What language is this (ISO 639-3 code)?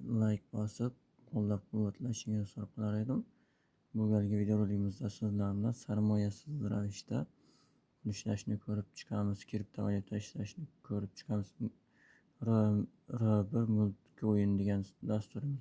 uzb